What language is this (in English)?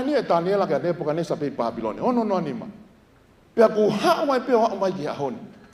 Tongan